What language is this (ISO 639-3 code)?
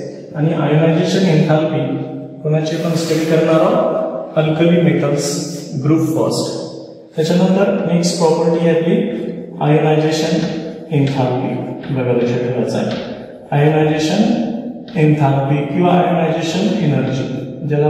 mar